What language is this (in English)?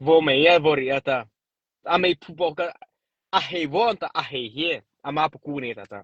Mara Chin